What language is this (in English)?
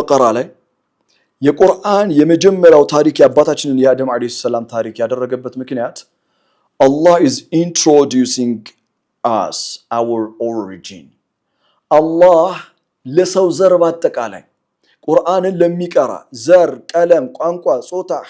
Amharic